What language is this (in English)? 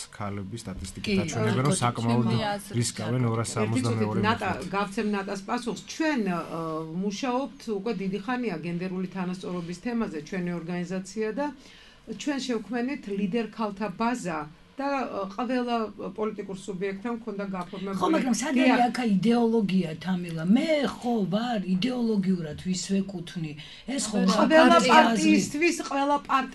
Georgian